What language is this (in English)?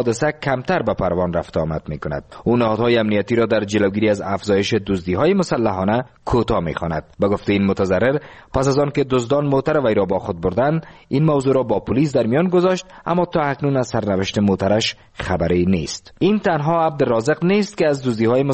Persian